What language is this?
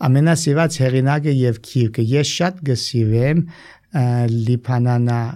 Armenian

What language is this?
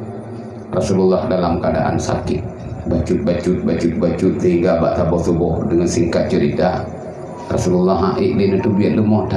Achinese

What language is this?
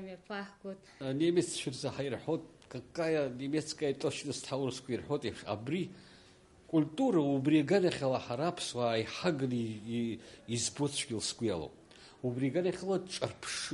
Abkhazian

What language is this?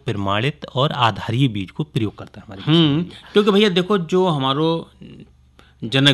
Hindi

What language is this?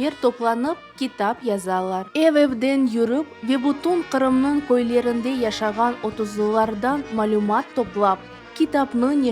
Crimean Tatar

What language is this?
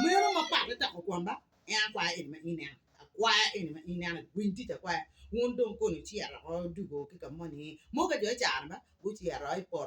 Acoli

